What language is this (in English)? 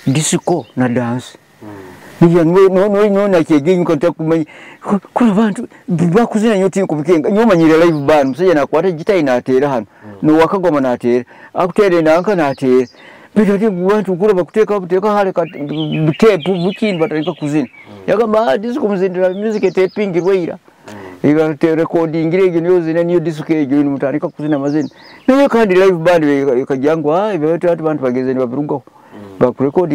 Nyoro